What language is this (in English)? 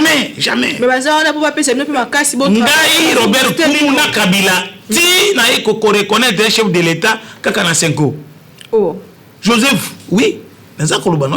Lingala